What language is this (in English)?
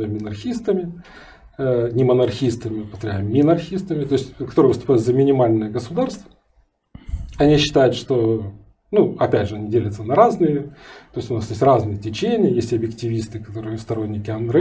Russian